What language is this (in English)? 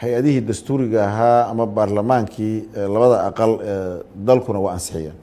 Somali